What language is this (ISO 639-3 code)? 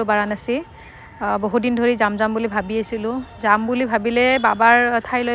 asm